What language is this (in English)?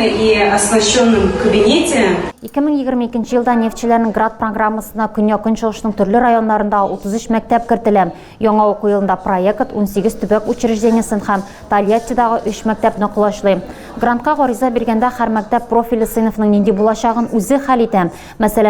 Tatar